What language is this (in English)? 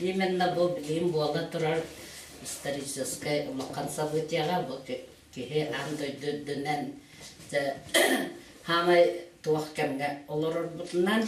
Yakut